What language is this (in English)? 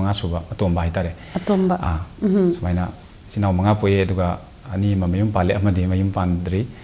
Manipuri